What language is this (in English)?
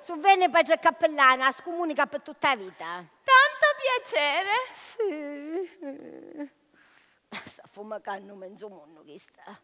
Sicilian